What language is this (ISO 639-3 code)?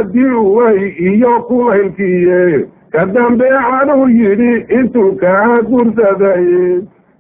som